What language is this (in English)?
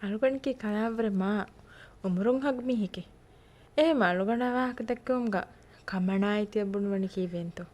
Divehi